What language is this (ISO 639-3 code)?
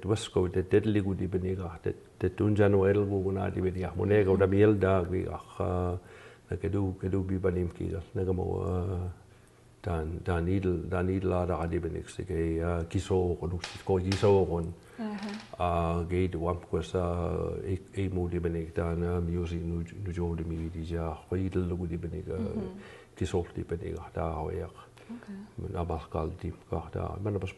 mic